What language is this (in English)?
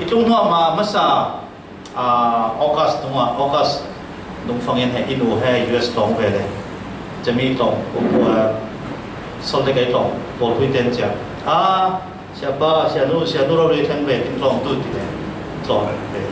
Falam Chin